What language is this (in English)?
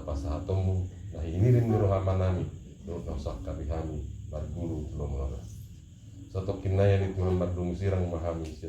Batak Toba